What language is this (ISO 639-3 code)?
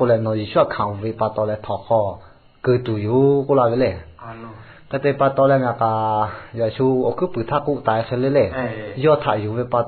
lhu